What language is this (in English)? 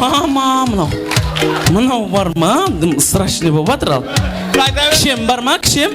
Kara-Kalpak